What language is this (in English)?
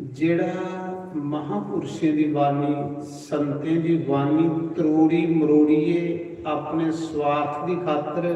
Dogri